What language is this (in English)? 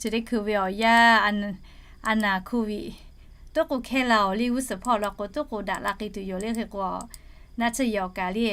Lahu